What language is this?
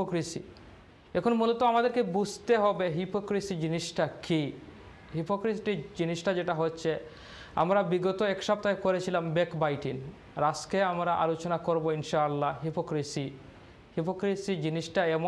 Bangla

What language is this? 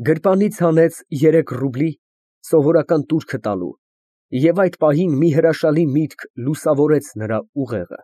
Armenian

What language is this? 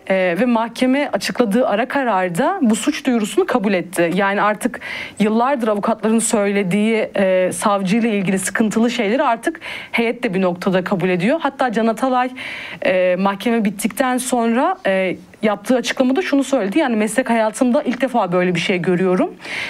Turkish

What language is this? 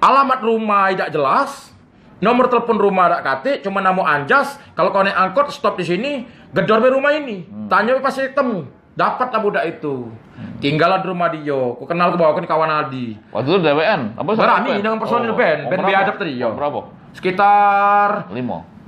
Musi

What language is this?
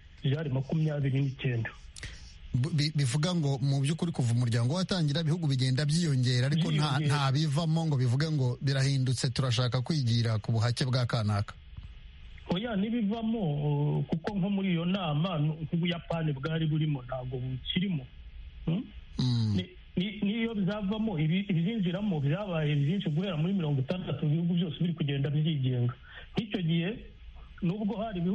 Kinyarwanda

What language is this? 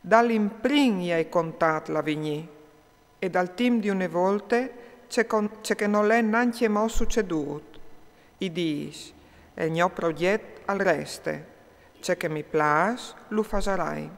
Friulian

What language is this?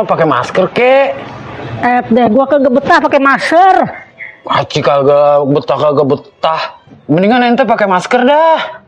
Betawi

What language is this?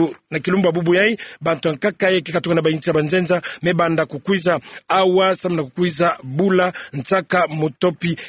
Kituba (Democratic Republic of Congo)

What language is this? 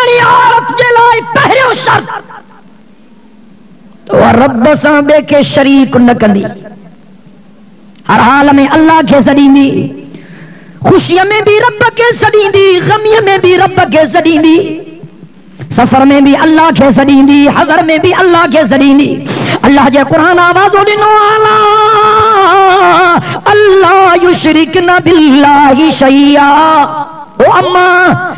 Sindhi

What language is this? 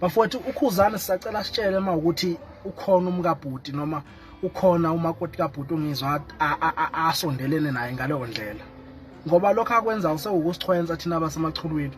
Zulu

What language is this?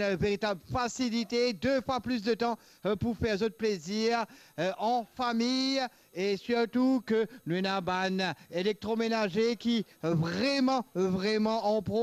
Morisyen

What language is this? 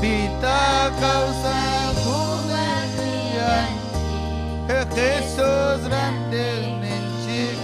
Ayacucho Quechua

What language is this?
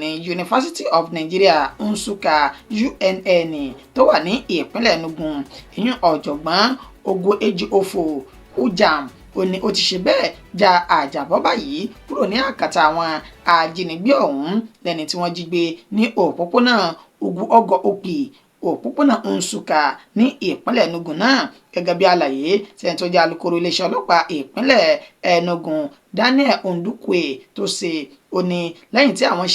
Yoruba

